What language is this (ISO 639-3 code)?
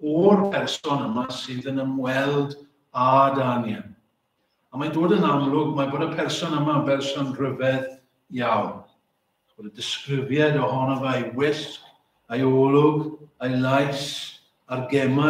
cym